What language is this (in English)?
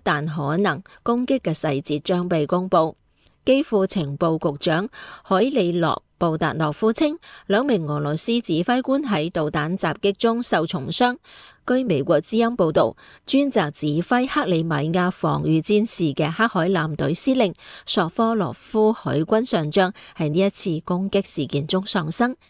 Cantonese